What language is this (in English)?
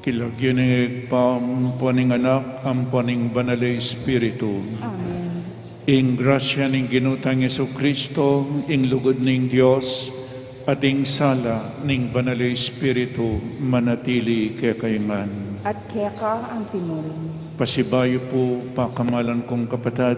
Pampanga